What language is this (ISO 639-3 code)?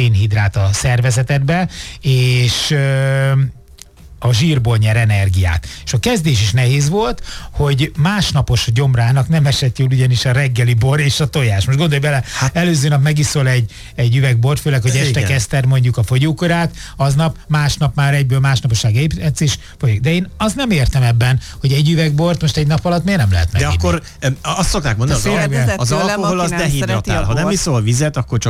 hun